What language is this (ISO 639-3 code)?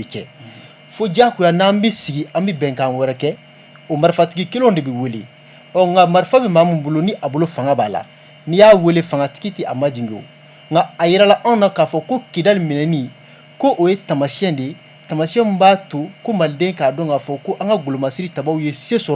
bam